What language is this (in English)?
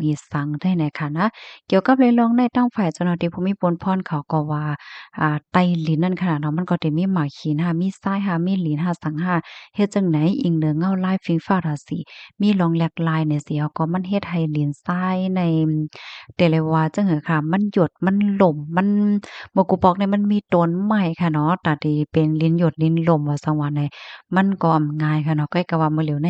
Shan